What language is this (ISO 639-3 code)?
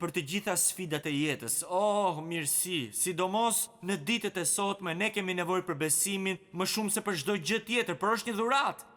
sqi